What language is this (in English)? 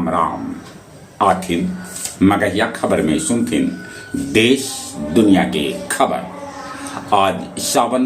Magahi